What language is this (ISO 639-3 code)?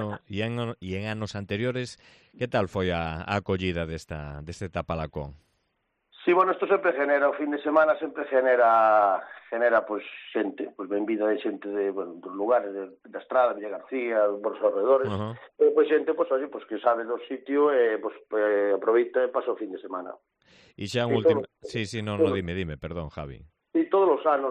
glg